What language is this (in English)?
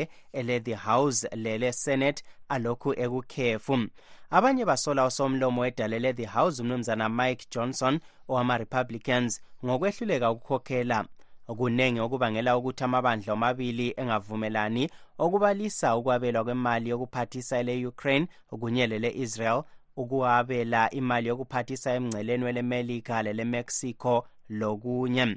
North Ndebele